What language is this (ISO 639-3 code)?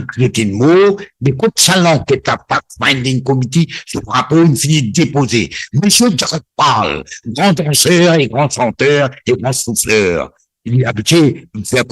mfe